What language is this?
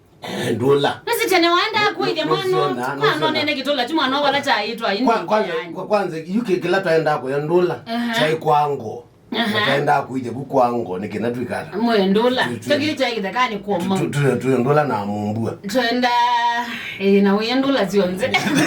Kamba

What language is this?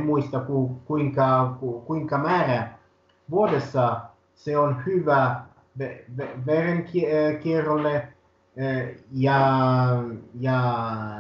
Finnish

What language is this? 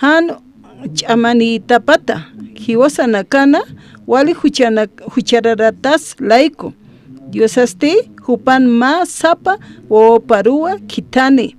Aymara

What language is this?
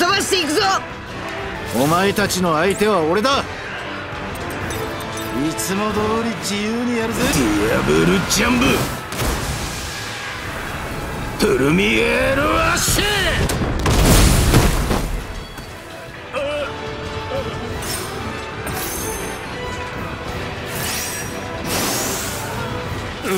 Japanese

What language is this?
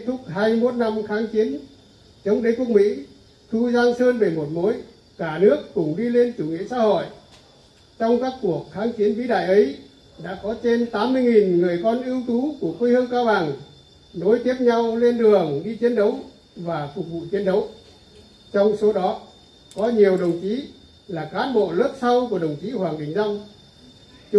Vietnamese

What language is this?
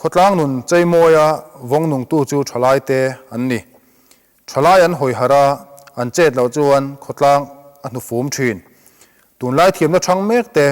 Mizo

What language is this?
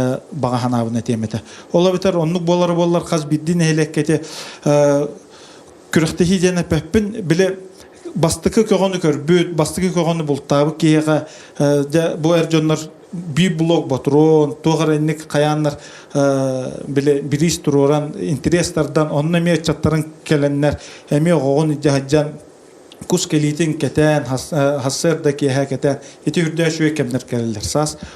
Yakut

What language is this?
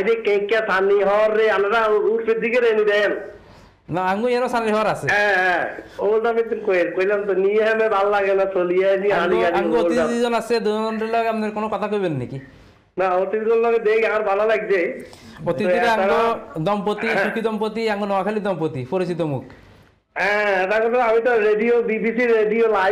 Bangla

